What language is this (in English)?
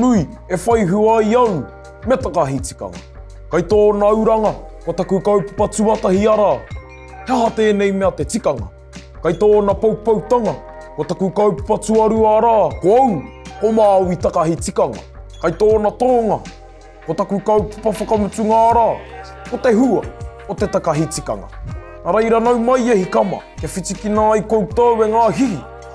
Māori